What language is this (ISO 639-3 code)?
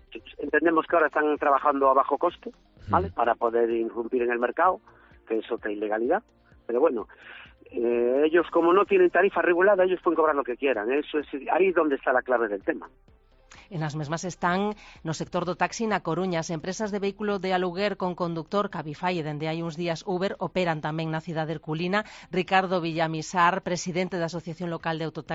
glg